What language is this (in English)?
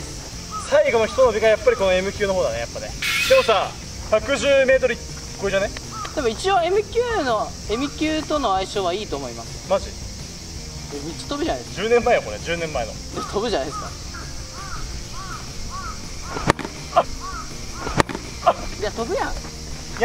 Japanese